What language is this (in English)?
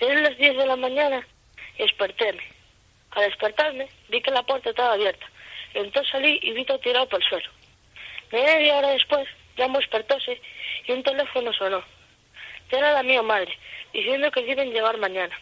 Asturian